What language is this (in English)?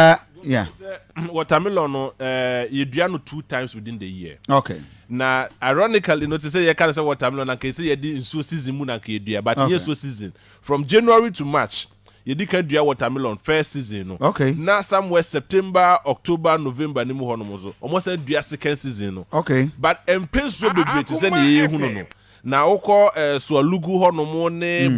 Akan